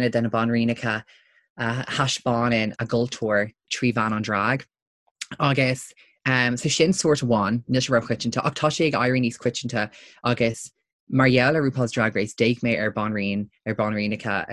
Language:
Irish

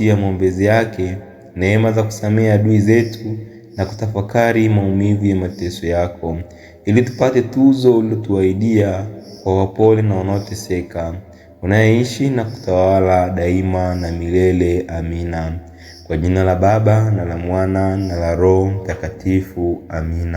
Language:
Swahili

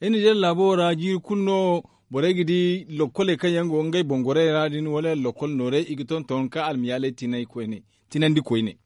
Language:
Zarma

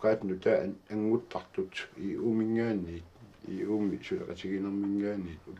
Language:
Kalaallisut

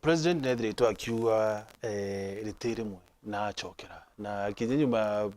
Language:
Meru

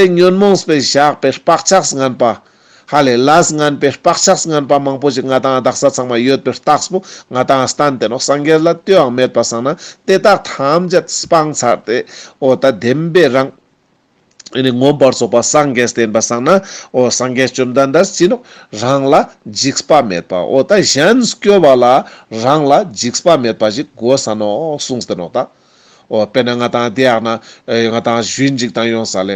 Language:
Ladakhi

